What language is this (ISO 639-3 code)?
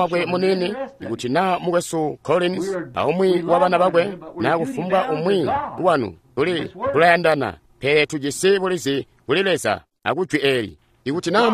toi